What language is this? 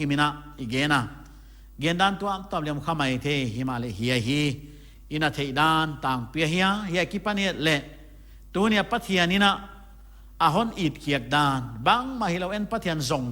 Paite Chin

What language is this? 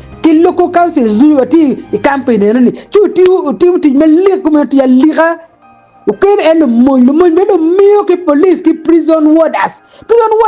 Acoli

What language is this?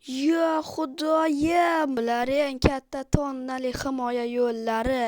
Uzbek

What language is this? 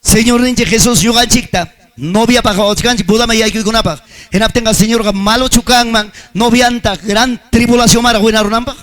Ayacucho Quechua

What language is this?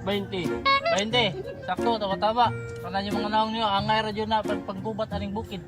Cebuano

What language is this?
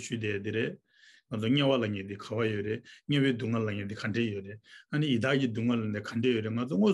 Tibetan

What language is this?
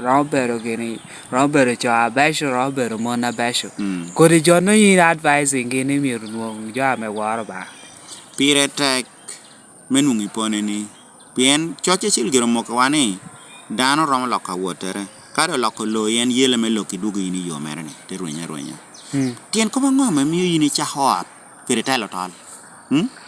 Lango (Uganda)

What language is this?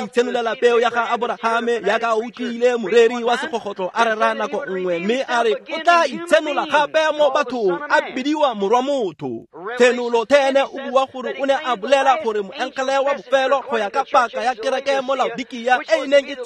Tswana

